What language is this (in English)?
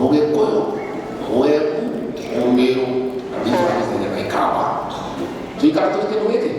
Kikuyu